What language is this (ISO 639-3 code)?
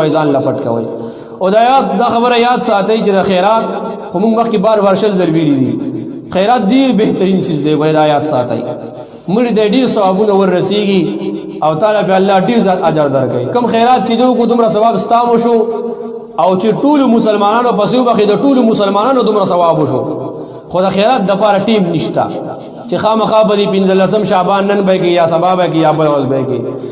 pus